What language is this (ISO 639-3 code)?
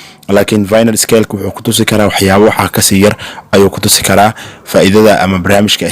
som